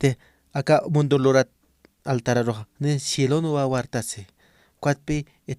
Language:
Aymara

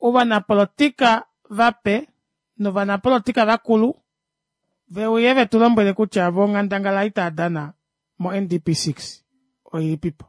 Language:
Kuanyama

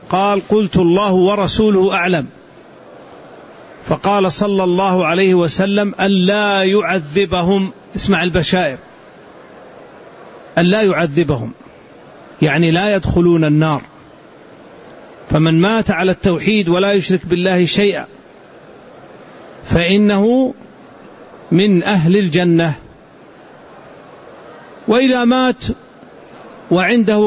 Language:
Arabic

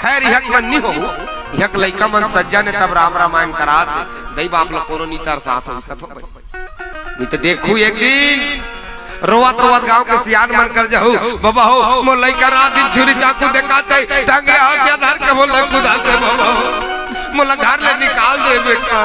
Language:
Chhattisgarhi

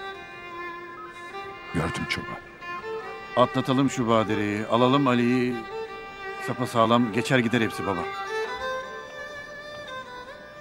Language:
Turkish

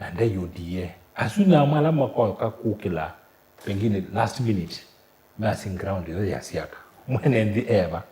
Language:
Kamba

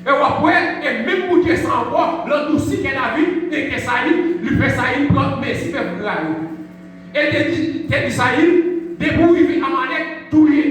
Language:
Haitian Creole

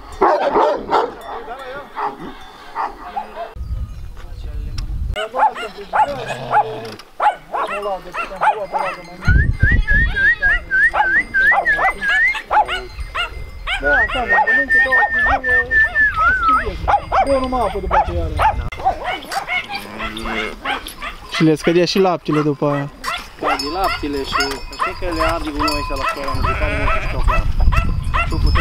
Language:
Romanian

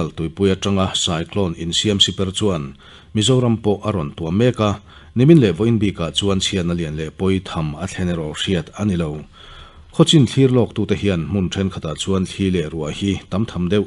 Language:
Mizo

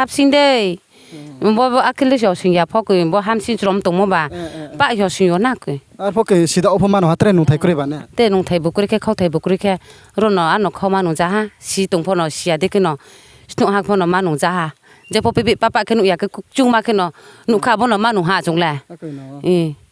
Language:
Riang (India)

